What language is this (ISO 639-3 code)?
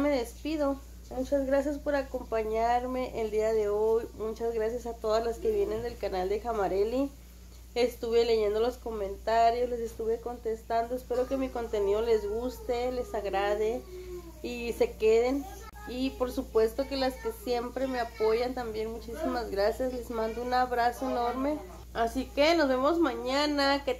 spa